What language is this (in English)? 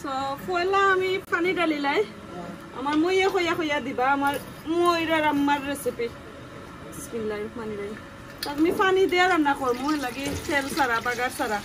Sylheti